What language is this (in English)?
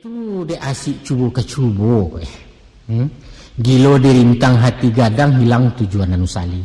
Minangkabau